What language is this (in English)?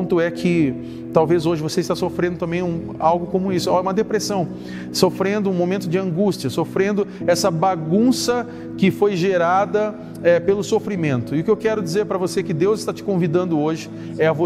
Portuguese